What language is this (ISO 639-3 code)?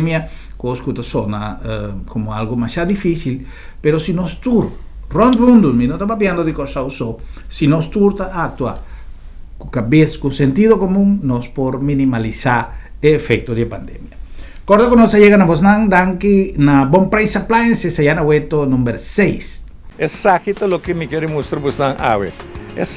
pap